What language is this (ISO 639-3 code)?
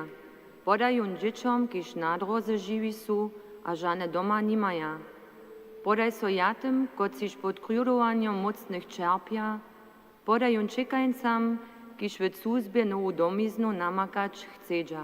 hsb